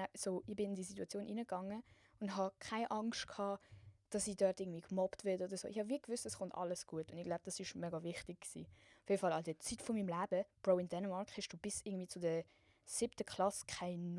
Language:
Swiss German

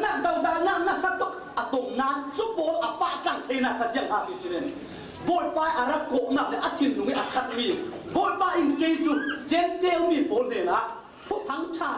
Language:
Falam Chin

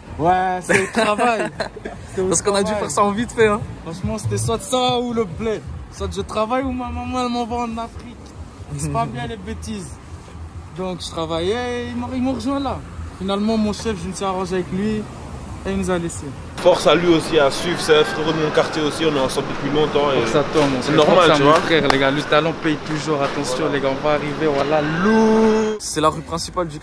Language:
French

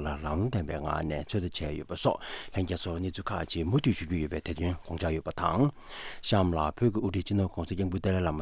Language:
Tibetan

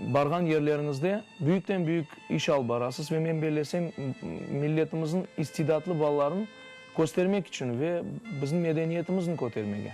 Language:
Crimean Tatar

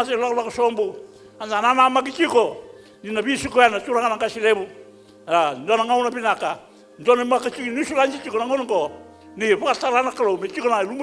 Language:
Fijian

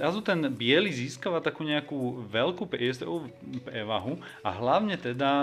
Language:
Slovak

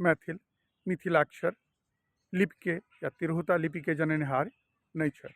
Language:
Maithili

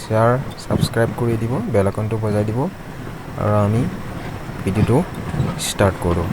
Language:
Assamese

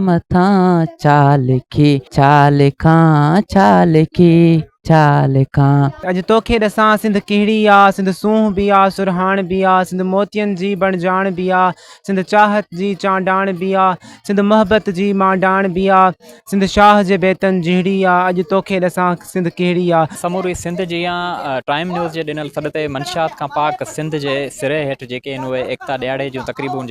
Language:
Sindhi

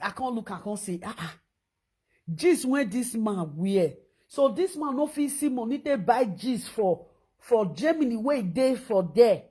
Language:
Nigerian Pidgin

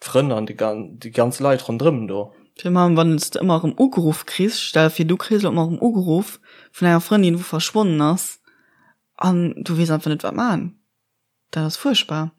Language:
Luxembourgish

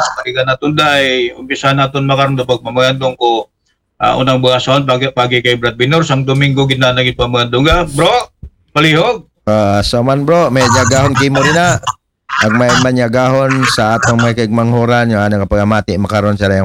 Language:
Aklanon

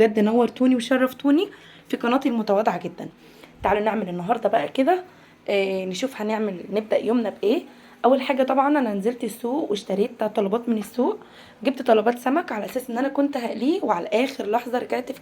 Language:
Egyptian Arabic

